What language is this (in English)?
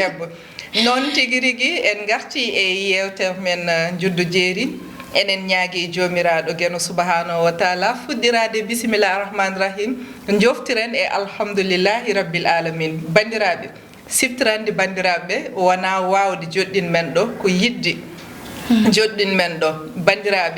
Fula